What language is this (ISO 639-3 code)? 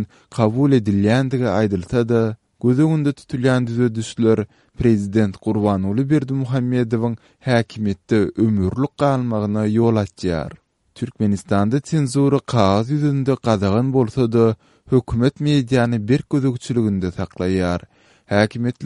tuk